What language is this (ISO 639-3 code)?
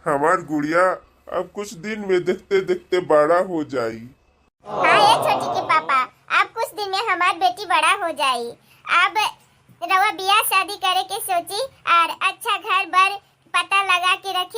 bho